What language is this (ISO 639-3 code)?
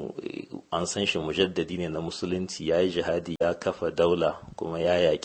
hau